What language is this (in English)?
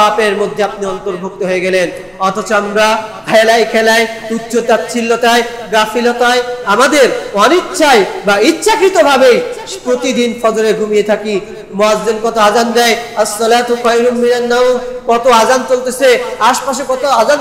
Bangla